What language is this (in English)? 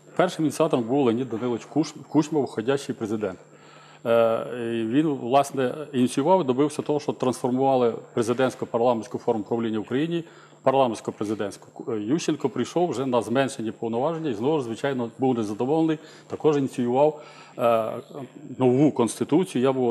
Ukrainian